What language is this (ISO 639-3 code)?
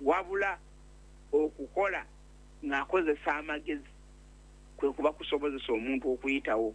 lug